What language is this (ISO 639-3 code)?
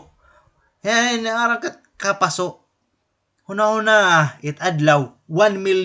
war